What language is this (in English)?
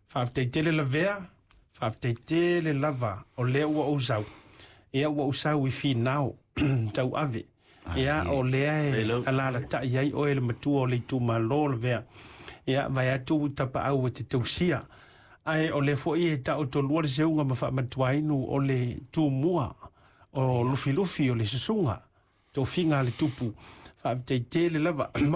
Samoan